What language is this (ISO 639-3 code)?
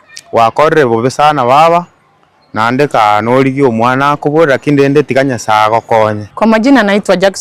guz